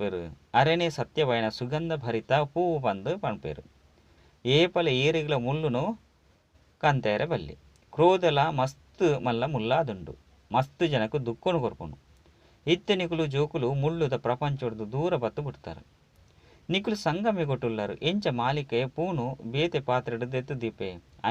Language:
Tulu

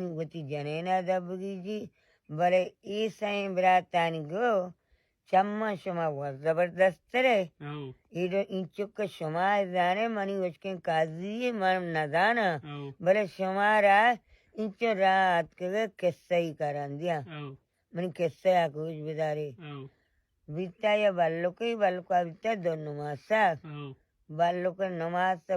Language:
Baluchi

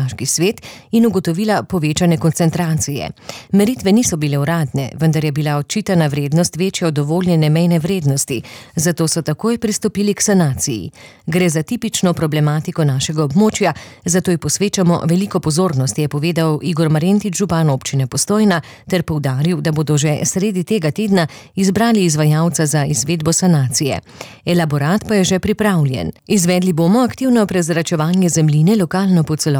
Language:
Slovenian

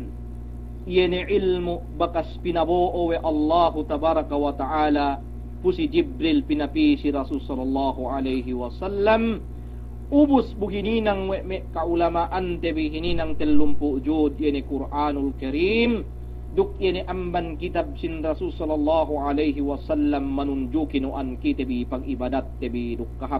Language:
Yakan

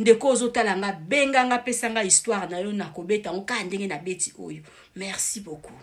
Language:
Lingala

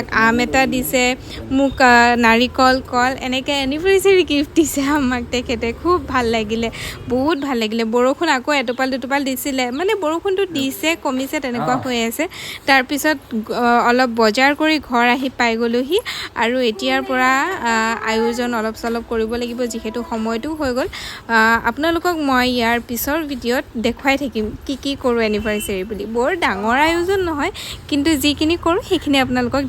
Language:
Assamese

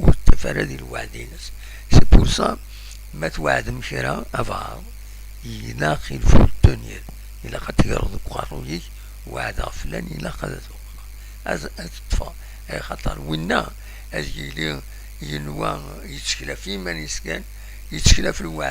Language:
Kabyle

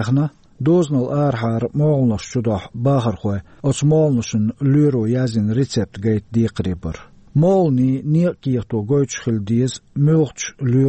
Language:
Chechen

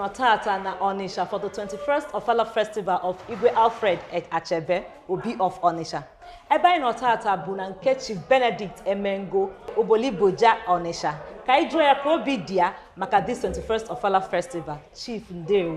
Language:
Igbo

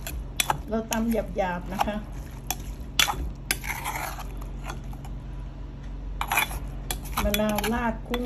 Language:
Thai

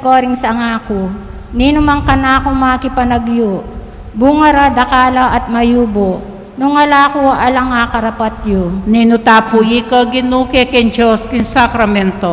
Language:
Pampanga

